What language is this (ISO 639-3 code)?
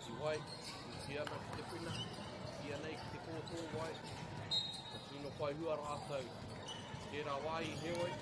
mri